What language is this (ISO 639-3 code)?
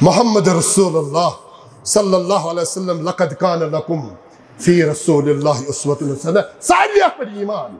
kas